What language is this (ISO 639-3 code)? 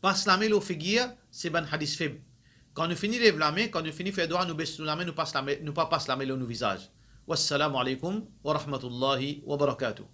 mfe